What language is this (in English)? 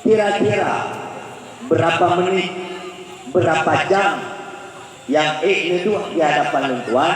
Achinese